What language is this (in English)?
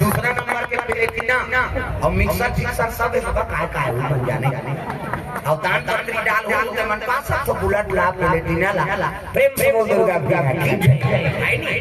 Chhattisgarhi